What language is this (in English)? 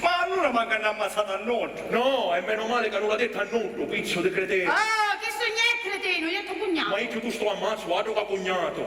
Sicilian